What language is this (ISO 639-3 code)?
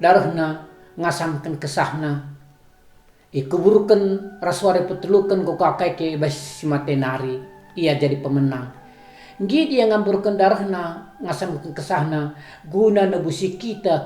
btx